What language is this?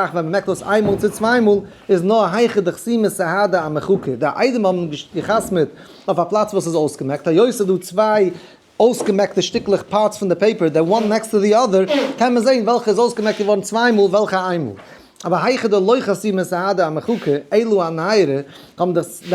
Yiddish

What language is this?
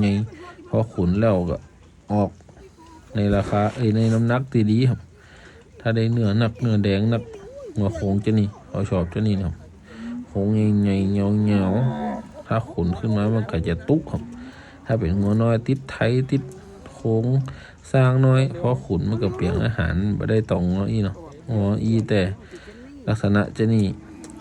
Northeastern Thai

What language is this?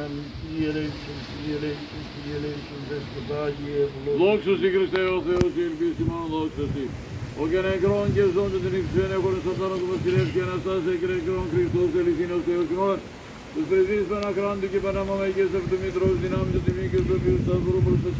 Greek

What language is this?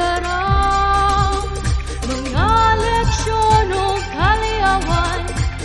Waray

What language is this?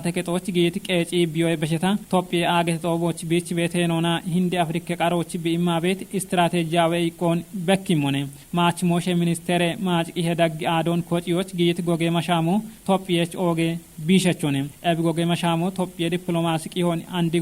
Kafa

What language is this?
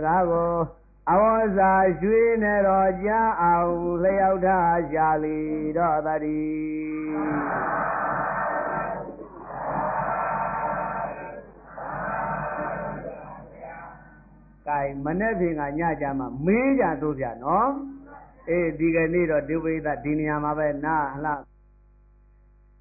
Burmese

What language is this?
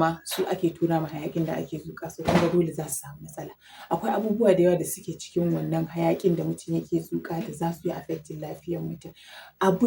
Hausa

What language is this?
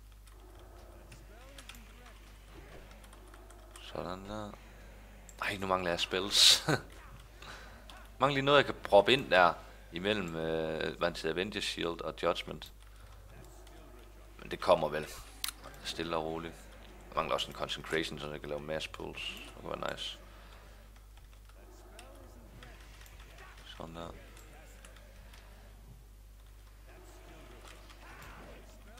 Danish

